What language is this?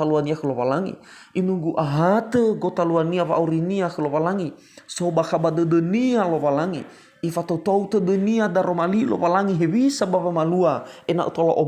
Nias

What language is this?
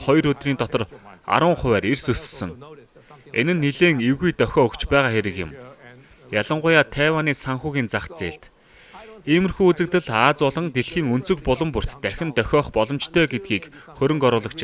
Mongolian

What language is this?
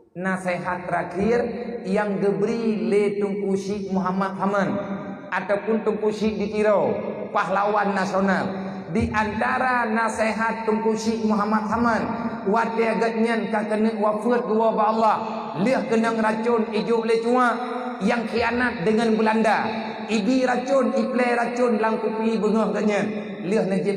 Achinese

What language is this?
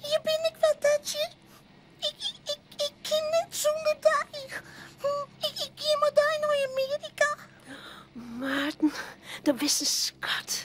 Western Frisian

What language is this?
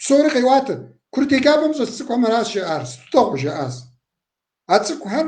Kabardian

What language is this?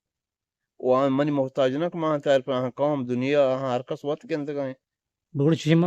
Eastern Balochi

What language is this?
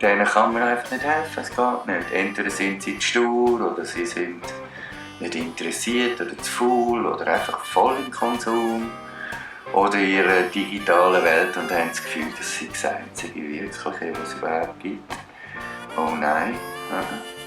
Swiss German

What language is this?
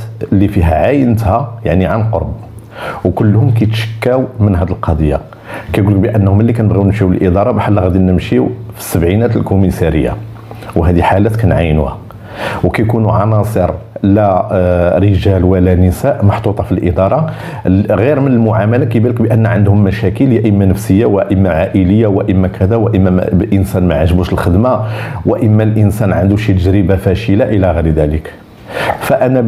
Moroccan Arabic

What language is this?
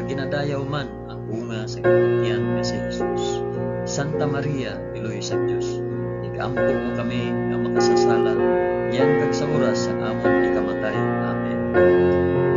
Hiligaynon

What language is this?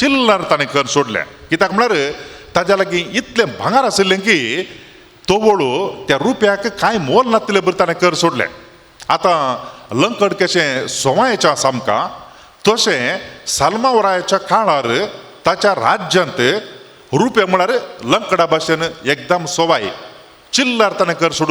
Konkani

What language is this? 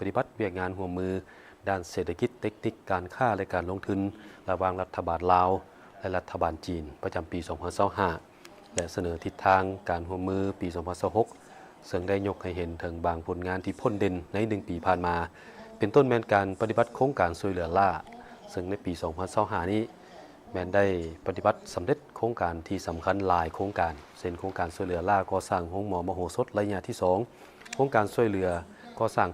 Lao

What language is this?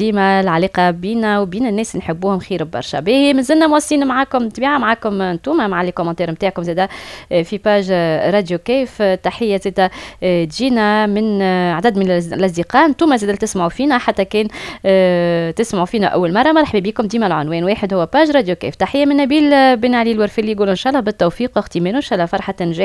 Tunisian Arabic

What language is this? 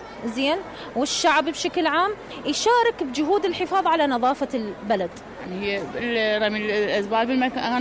Mesopotamian Arabic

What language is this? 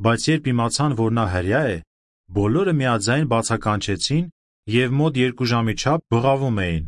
Armenian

